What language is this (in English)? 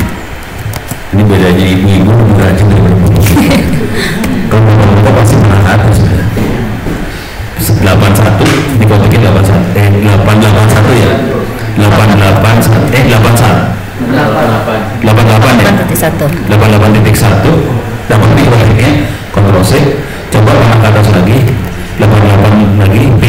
Indonesian